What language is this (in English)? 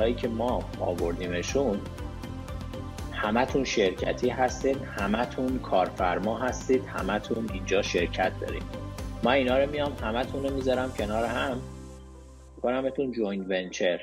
Persian